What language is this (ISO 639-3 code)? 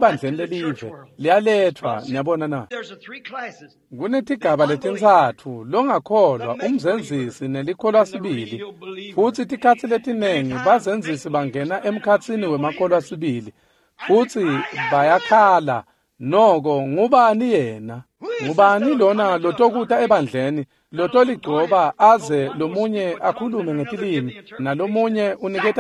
ssw